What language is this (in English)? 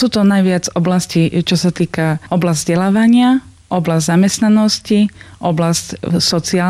Slovak